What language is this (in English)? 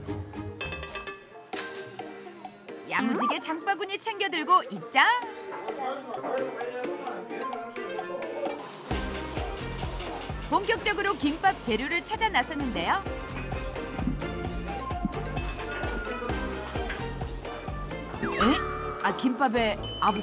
Korean